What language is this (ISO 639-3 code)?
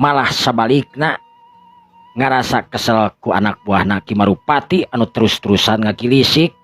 sun